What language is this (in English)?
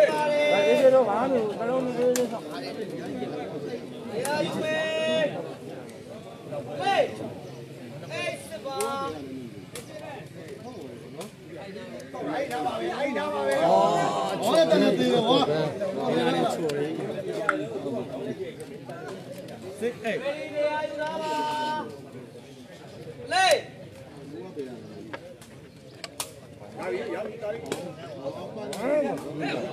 Burmese